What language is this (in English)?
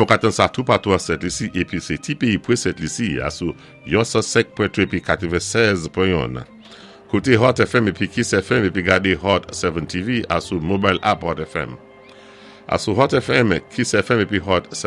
Saint Lucian Creole French